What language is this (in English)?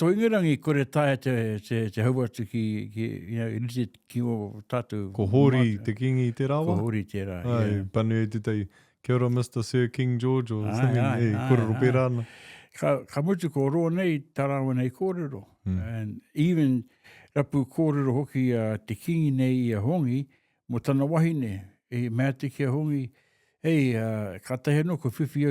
Māori